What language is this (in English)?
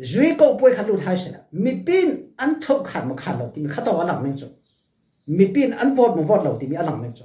Falam Chin